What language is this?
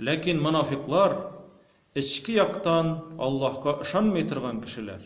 Tatar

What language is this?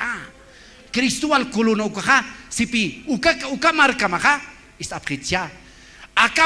Aymara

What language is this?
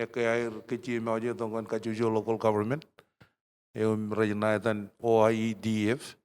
Marshallese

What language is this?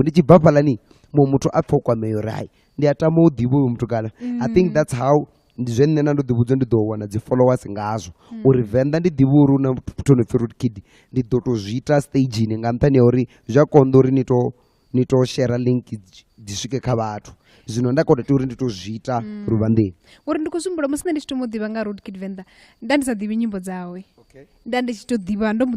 Venda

